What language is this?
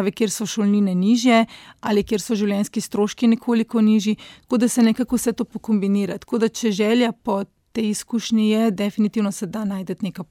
Slovenian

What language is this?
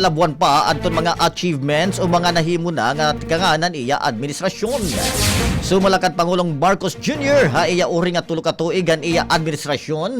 Waray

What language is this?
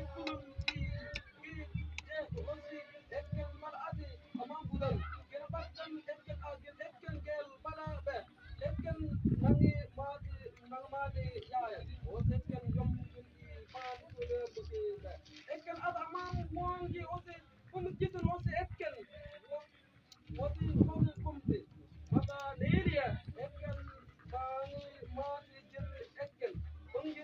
Mabaan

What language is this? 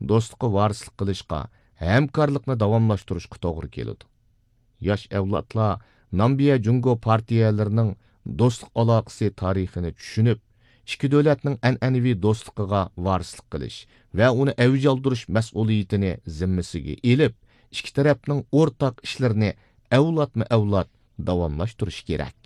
Uyghur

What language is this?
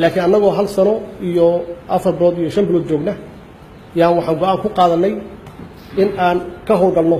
Somali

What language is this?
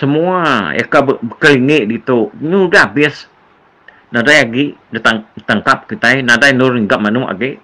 Iban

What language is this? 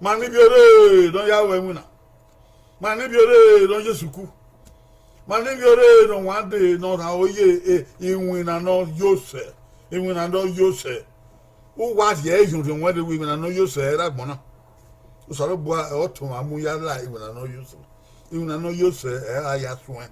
Bini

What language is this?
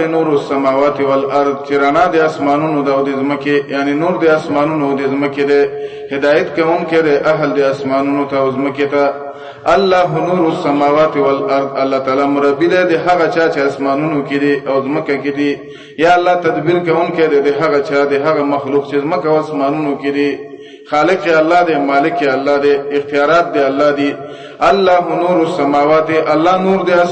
Pashto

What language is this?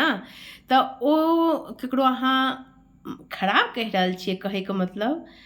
Maithili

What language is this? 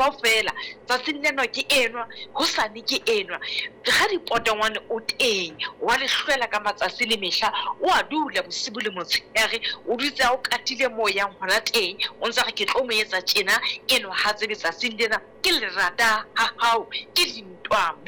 Southern Sotho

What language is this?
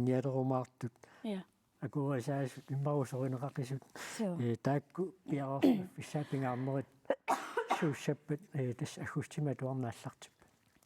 Kalaallisut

